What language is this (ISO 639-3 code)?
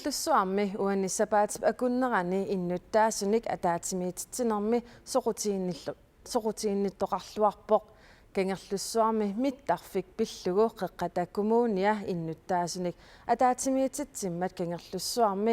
kal